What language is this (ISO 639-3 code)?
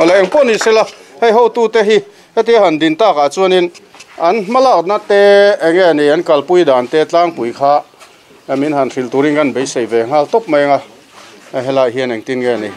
lus